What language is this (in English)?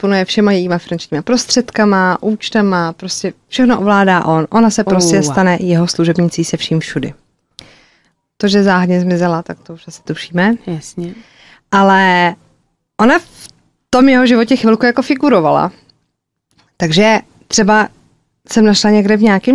Czech